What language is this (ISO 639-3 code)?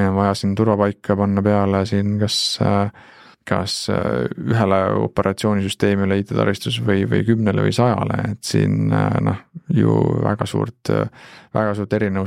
est